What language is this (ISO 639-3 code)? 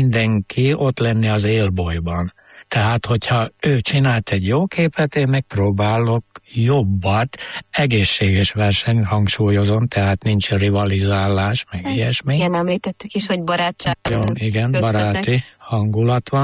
hun